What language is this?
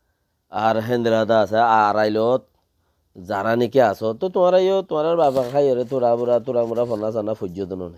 Rohingya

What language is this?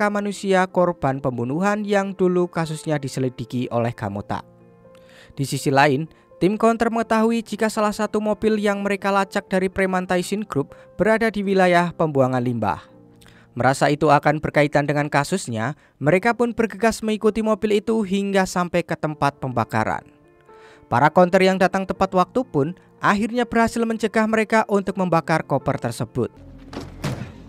Indonesian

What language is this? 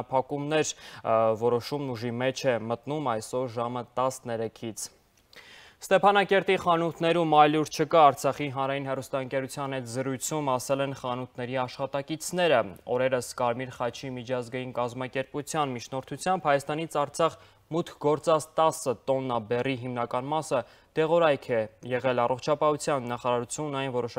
Armenian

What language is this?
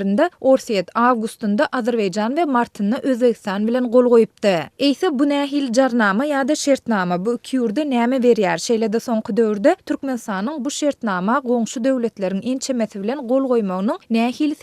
Turkmen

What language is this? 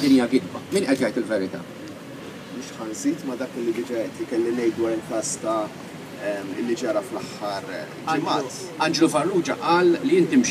Maltese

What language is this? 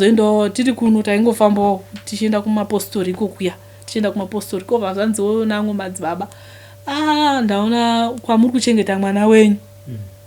Shona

